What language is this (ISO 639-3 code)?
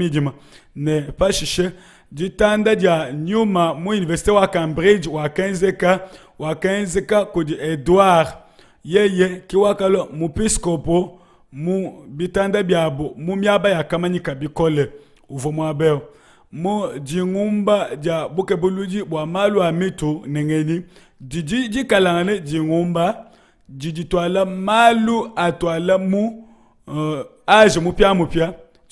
lua